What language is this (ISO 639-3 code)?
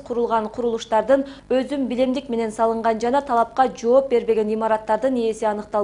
kir